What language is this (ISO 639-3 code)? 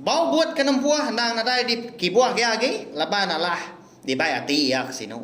iba